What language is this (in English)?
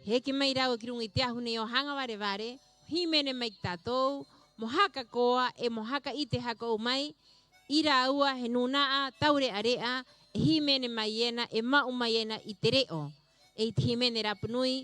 Rapanui